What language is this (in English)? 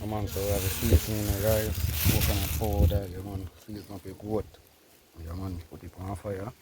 Jamaican Creole English